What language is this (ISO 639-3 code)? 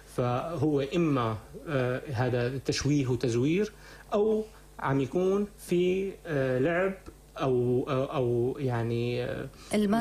apc